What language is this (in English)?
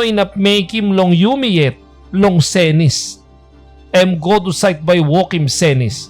Tok Pisin